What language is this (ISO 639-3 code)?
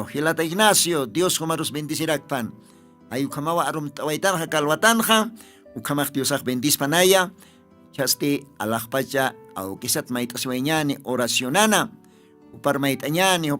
aym